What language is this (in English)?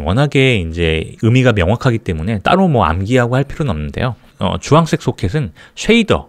Korean